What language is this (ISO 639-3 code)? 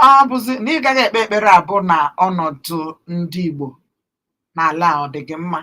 ibo